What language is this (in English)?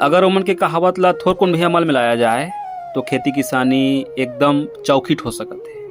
Chhattisgarhi